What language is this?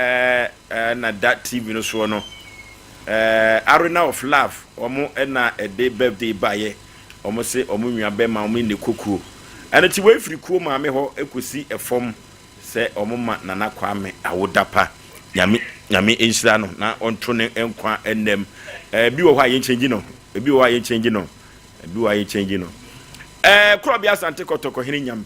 Akan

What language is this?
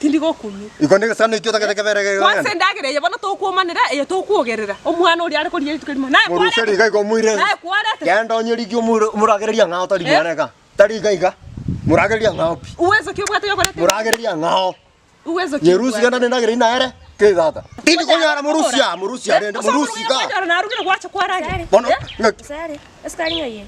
Gusii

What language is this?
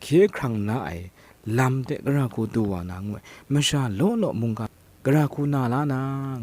Kachin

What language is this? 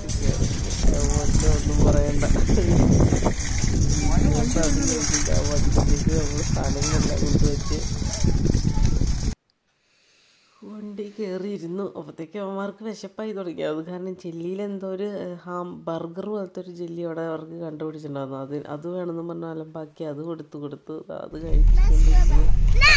Malayalam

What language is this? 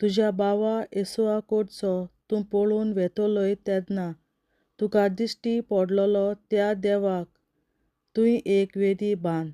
Konkani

